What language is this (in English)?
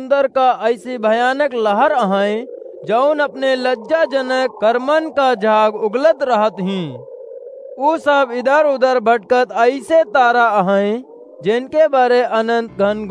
Awadhi